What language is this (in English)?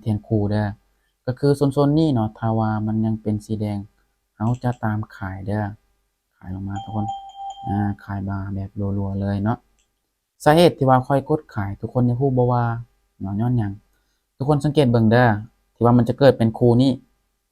Lao